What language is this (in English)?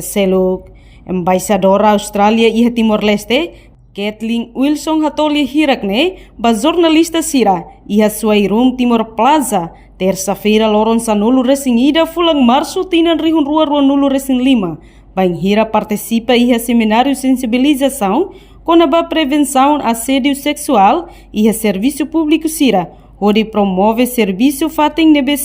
Tetum